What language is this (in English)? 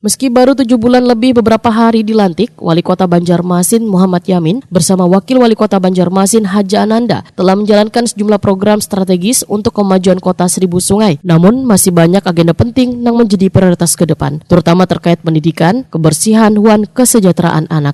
Banjar